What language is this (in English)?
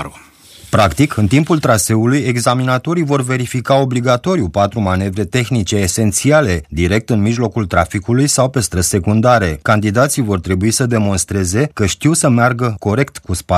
Romanian